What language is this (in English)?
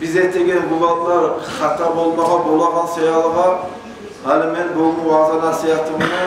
Kumyk